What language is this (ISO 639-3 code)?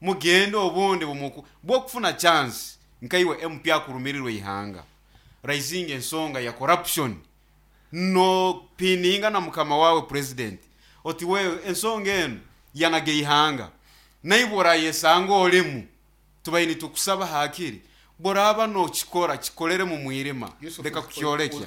nyn